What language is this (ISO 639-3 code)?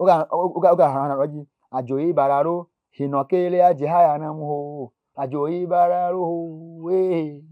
ewe